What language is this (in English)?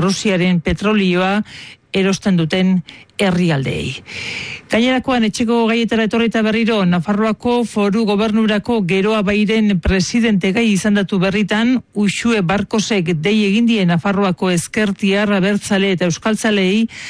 Basque